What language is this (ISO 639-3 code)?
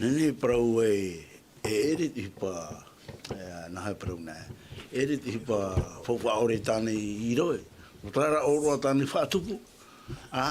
tah